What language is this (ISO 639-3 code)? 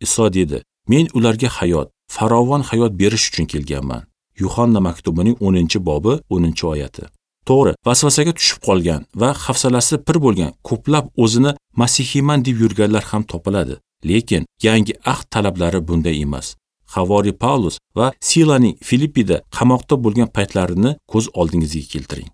uzb